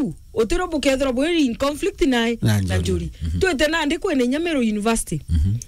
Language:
Meru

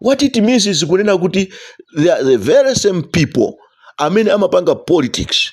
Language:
Nyanja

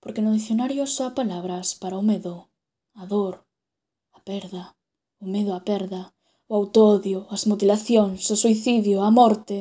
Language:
Galician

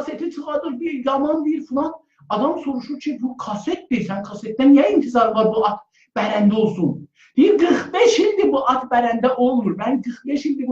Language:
South Azerbaijani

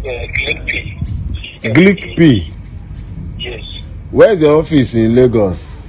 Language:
Nigerian Pidgin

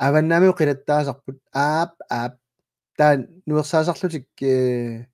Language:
Kalaallisut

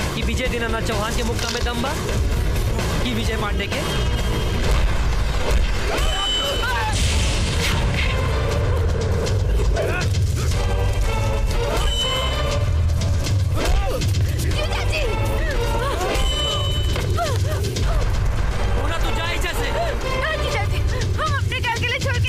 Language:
Bhojpuri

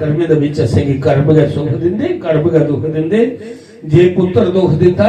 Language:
Dogri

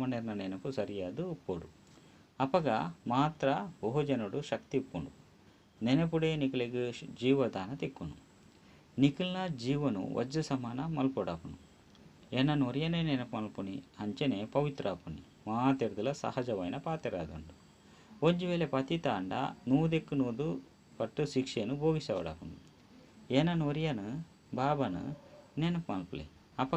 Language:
Tulu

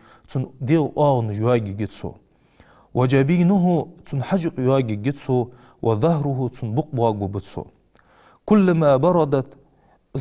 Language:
Ingush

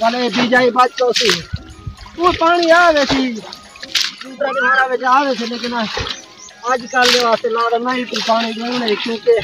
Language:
Saraiki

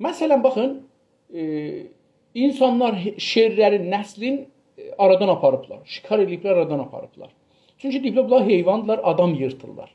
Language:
South Azerbaijani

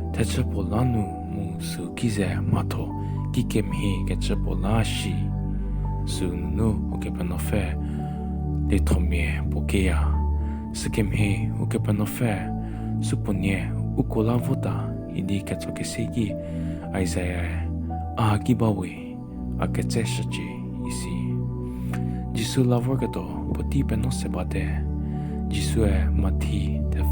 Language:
Angami Naga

